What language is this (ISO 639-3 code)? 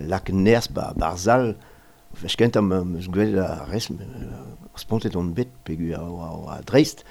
bre